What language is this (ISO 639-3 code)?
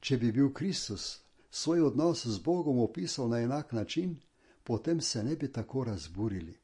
slv